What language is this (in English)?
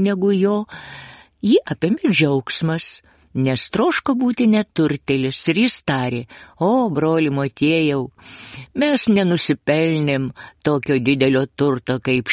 Lithuanian